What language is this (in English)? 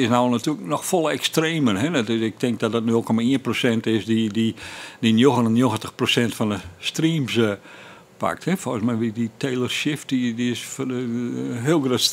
Western Frisian